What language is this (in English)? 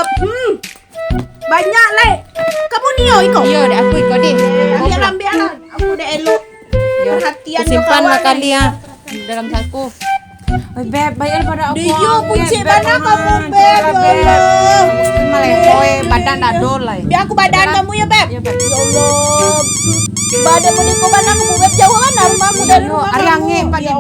Minangkabau